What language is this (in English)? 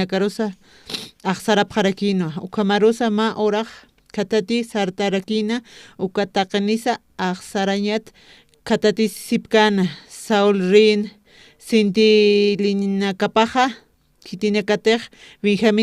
Aymara